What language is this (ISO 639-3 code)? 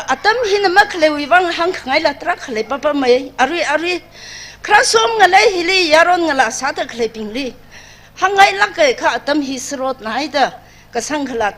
nmf